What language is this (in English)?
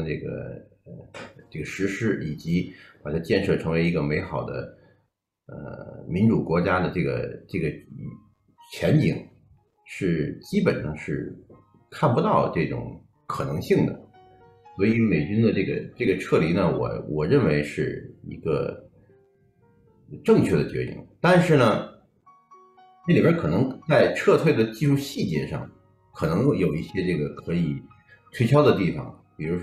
Chinese